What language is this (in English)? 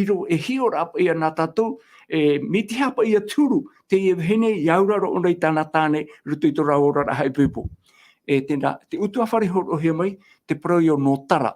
Tahitian